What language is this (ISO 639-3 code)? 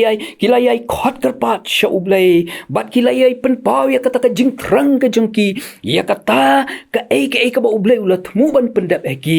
kha